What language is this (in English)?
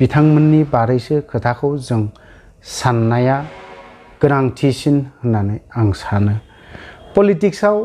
Bodo